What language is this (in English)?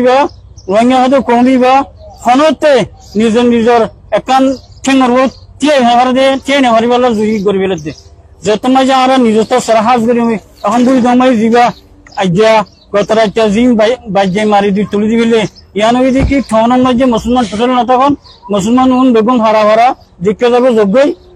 Rohingya